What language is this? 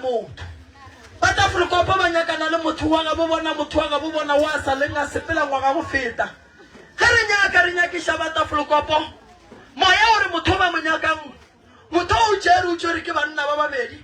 Northern Sotho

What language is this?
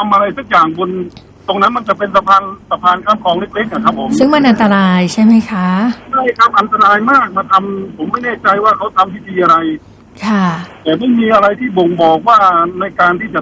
Thai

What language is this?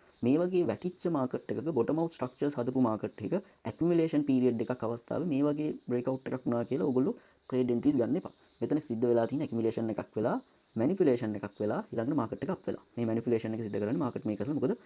Sinhala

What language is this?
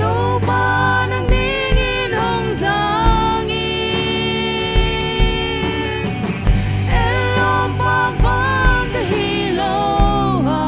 Tedim Chin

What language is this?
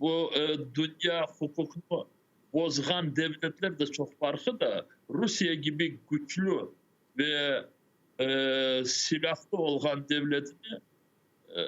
Crimean Tatar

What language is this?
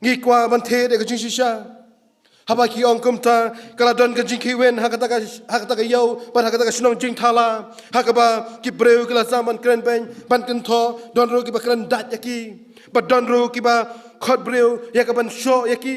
Khasi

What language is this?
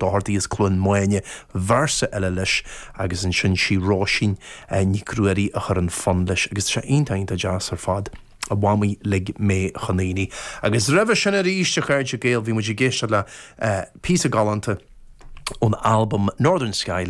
Irish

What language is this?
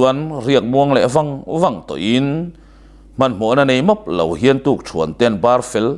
Mizo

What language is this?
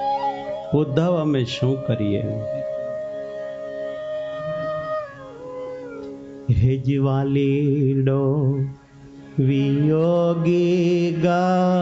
Gujarati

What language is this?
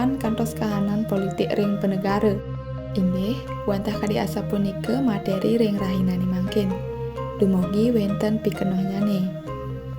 Balinese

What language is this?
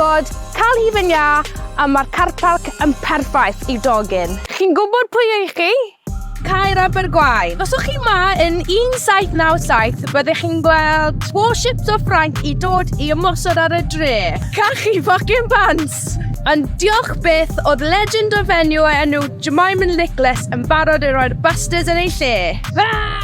Welsh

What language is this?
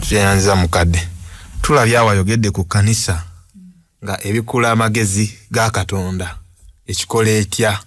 Ganda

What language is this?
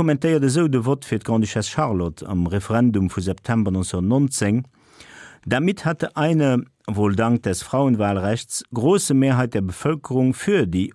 Luxembourgish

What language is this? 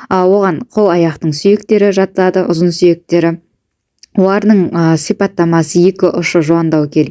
Kazakh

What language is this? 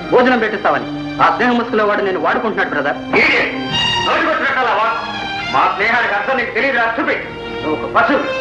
Telugu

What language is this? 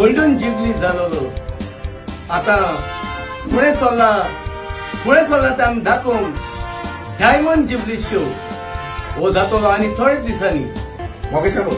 Konkani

